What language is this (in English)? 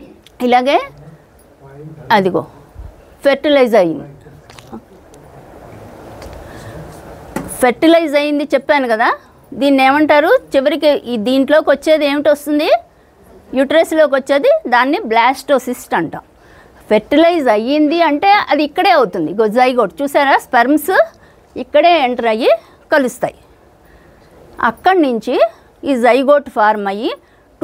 Telugu